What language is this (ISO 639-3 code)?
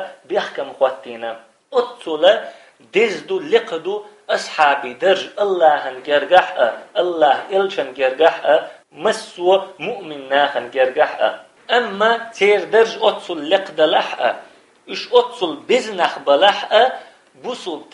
che